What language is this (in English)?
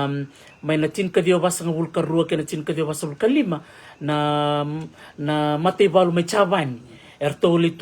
Fijian